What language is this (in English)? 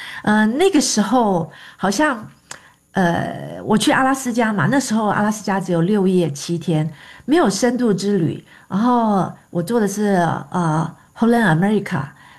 Chinese